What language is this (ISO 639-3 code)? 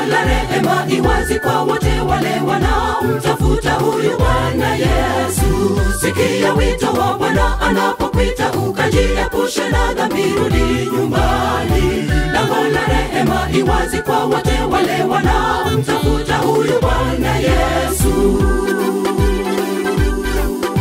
swa